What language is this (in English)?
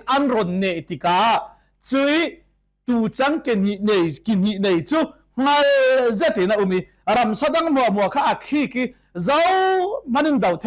Falam Chin